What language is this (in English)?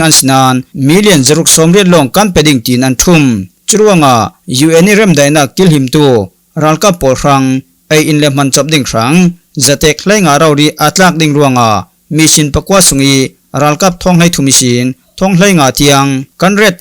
Falam Chin